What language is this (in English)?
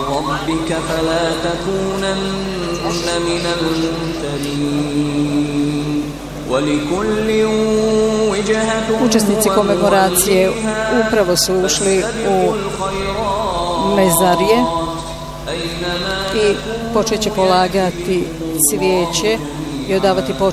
Bosnian